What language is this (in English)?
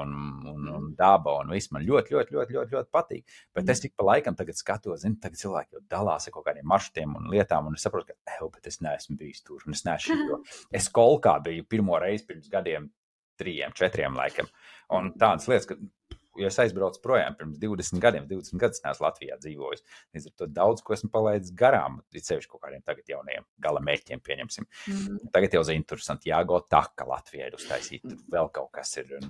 Latvian